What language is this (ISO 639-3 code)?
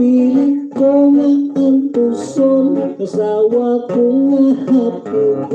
hil